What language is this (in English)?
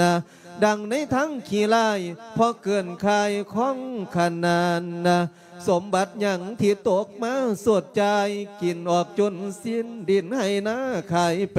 Lao